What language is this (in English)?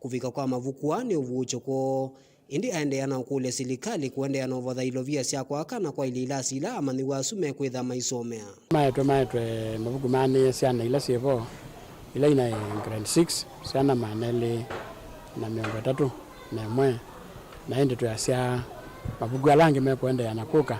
Kamba